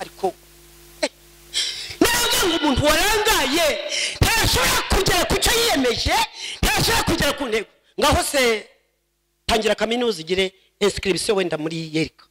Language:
Kinyarwanda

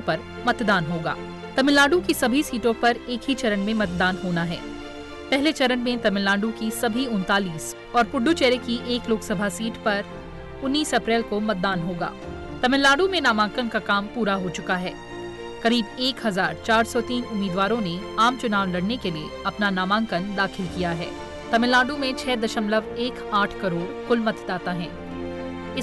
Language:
Hindi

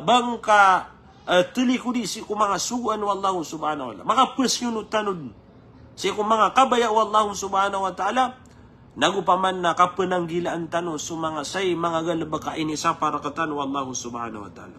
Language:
Maranao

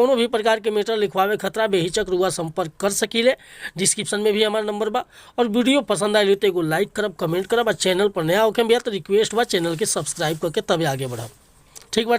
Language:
Bhojpuri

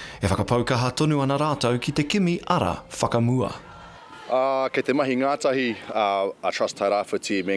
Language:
Māori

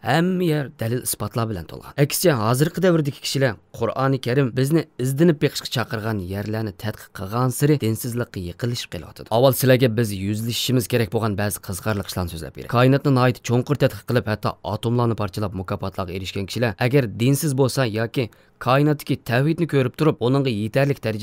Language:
Uyghur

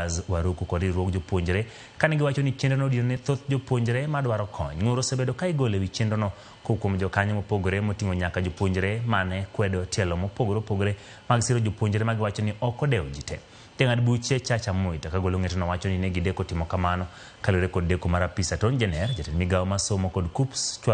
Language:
Luo (Kenya and Tanzania)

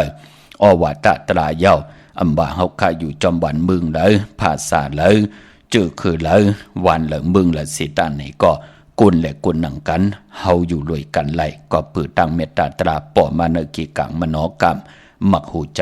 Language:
Shan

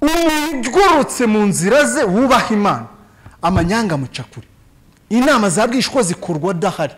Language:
Kinyarwanda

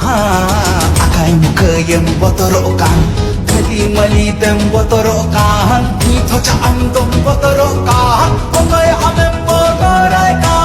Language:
Santali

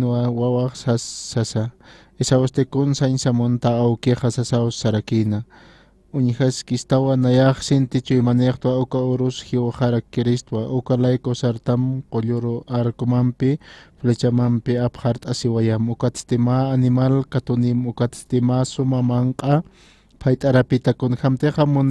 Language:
Aymara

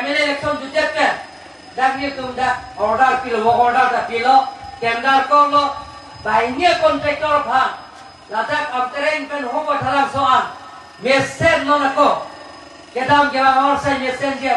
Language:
Karbi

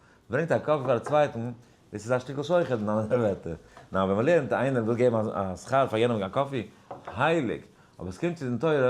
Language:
Yiddish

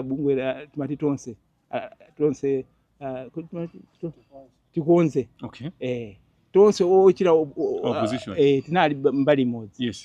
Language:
Nyanja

